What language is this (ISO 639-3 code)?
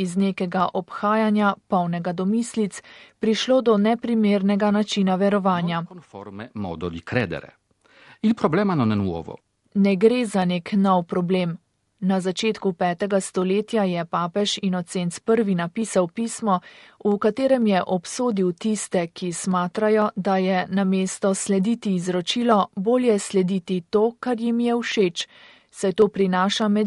slv